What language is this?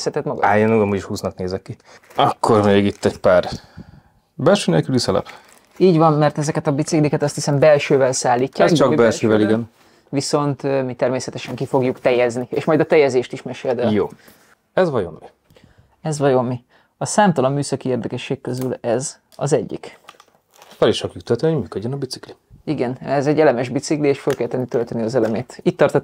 Hungarian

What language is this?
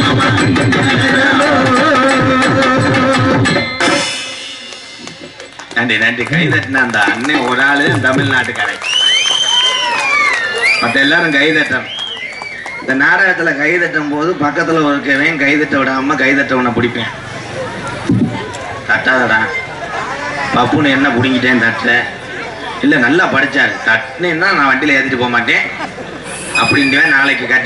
Tamil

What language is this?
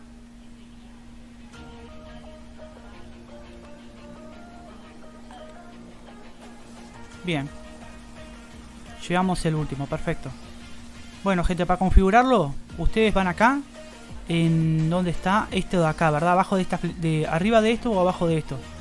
Spanish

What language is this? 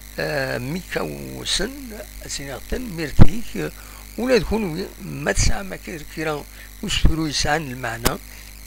Kabyle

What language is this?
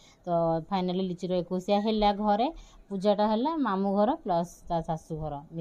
Odia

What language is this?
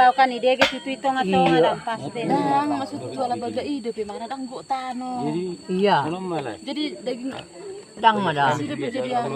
Batak Toba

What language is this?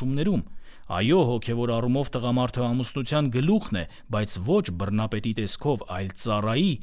Armenian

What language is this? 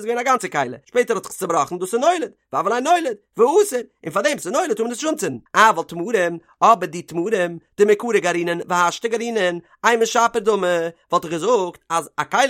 Yiddish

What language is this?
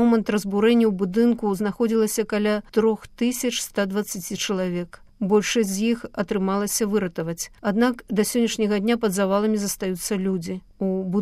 Belarusian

